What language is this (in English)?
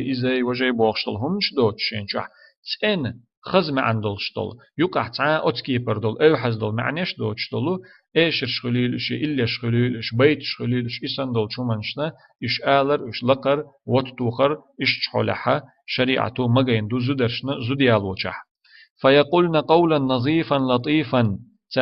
Chechen